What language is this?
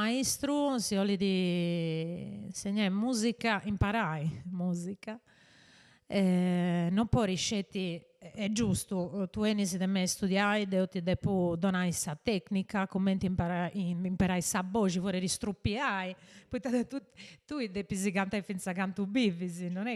Sardinian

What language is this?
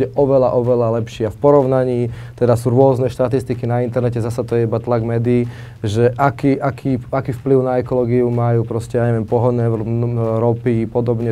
Slovak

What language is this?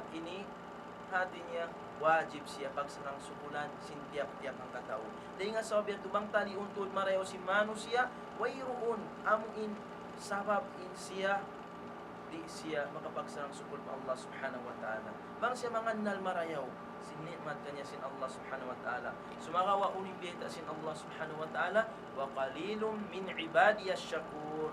Tausug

